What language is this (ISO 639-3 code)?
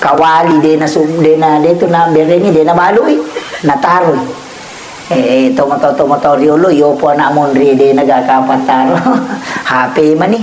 bug